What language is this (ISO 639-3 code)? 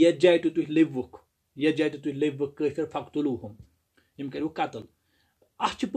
kas